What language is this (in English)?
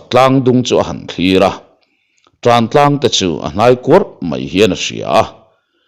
Mizo